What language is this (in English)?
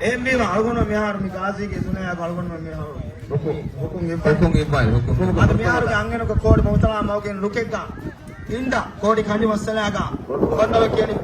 Divehi